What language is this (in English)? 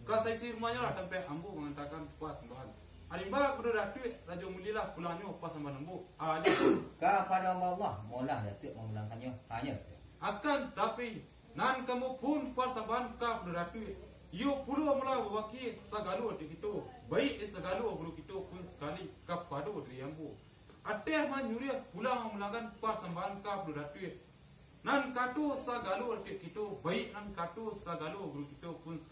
Minangkabau